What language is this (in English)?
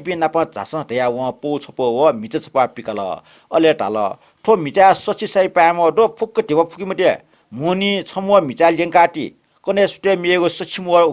Newari